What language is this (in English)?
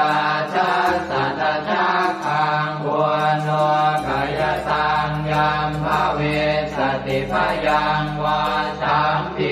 Pali